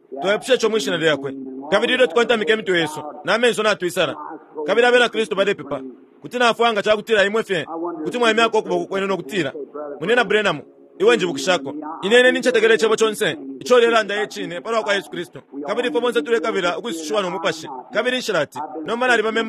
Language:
Bemba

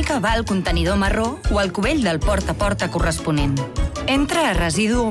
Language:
Catalan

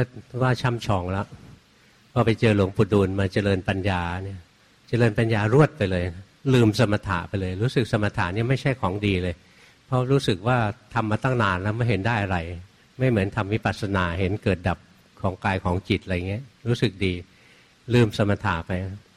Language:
Thai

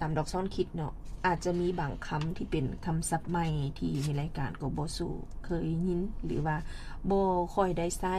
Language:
Lao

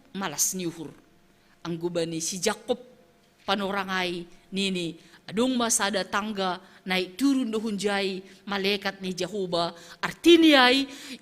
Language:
Batak Simalungun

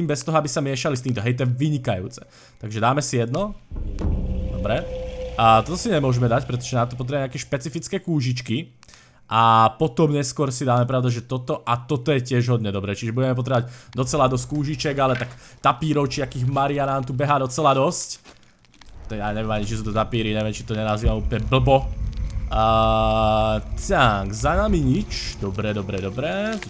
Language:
Slovak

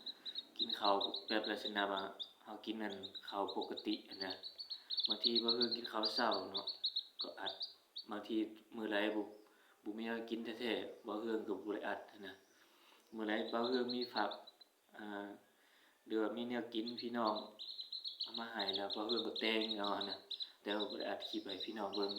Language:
Northeastern Thai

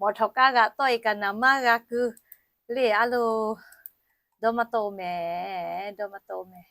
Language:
Lahu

